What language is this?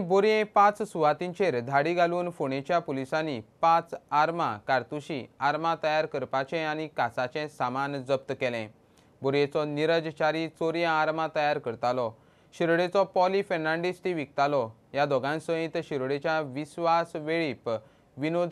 Konkani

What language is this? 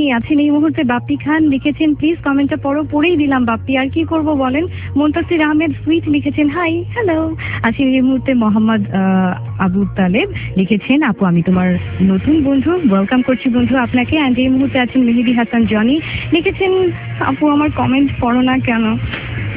Bangla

